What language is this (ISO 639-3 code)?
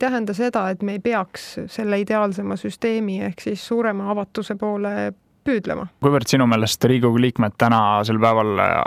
est